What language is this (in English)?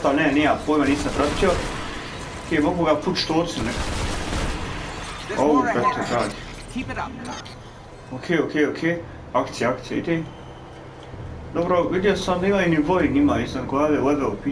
Croatian